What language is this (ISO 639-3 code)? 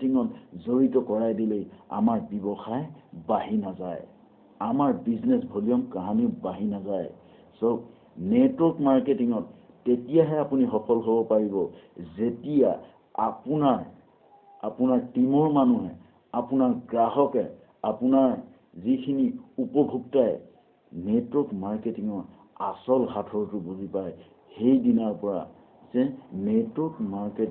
asm